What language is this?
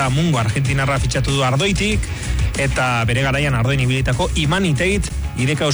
Basque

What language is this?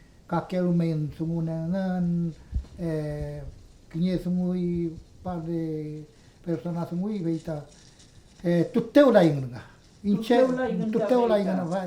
Mapuche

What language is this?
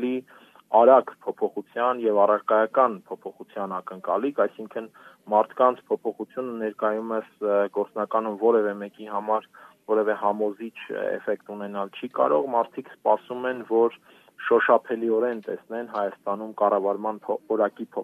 Armenian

